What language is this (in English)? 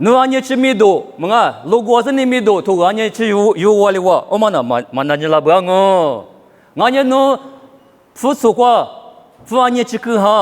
Lisu